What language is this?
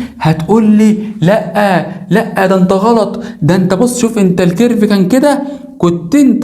Egyptian Arabic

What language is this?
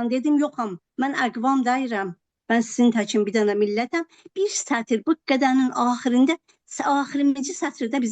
South Azerbaijani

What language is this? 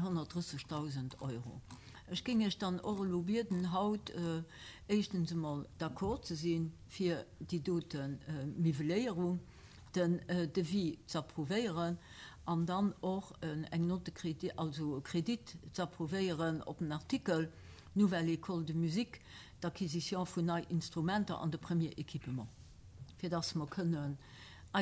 Luxembourgish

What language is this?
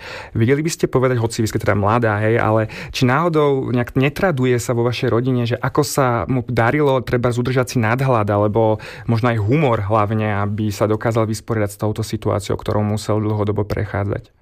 Slovak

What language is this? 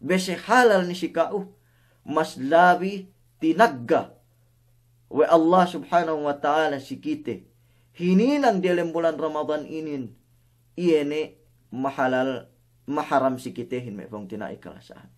Yakan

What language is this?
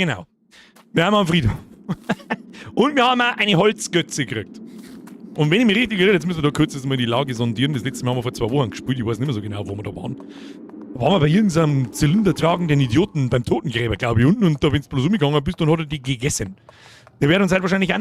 Bavarian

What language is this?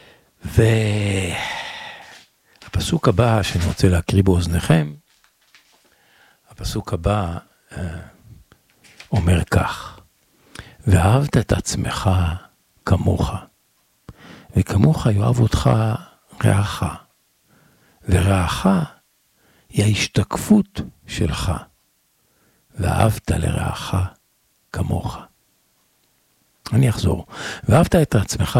Hebrew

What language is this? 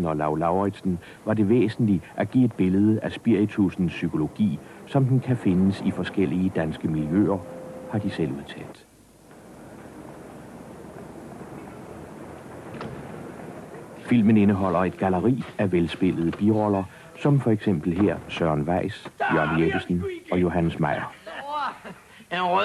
Danish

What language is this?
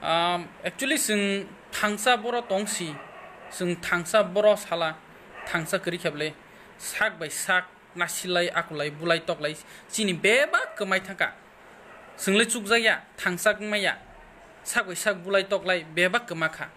Kok Borok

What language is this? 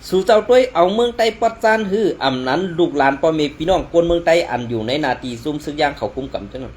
Shan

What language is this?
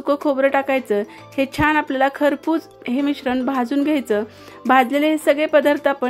Marathi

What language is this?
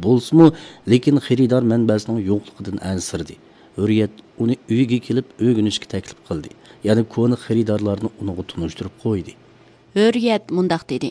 Uyghur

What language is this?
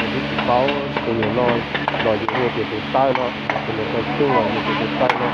Hmong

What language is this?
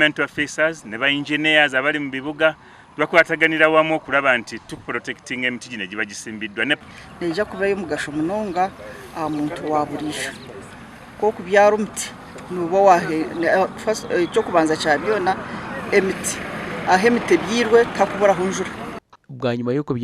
Nyankole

